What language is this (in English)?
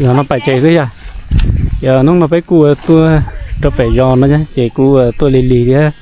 Hmong